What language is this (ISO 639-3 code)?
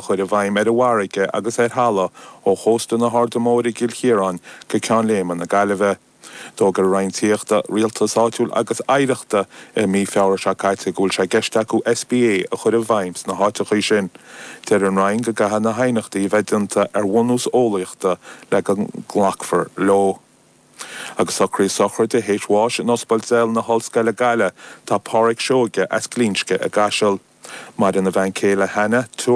gle